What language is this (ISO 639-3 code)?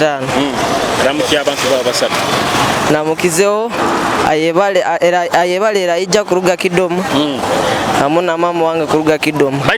nyo